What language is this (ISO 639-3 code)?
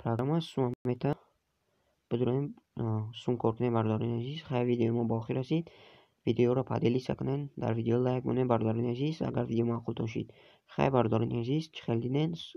tgk